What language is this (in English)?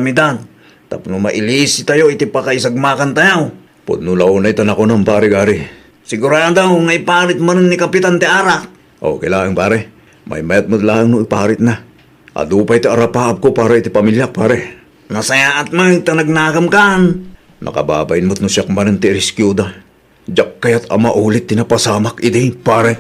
Iloko